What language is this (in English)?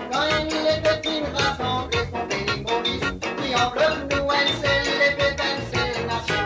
Morisyen